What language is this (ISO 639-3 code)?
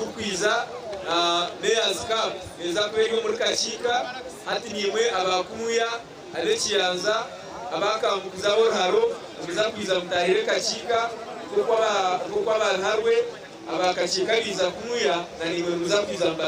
nyn